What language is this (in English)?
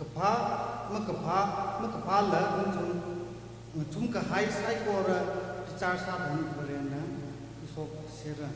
Tangkhul Naga (India)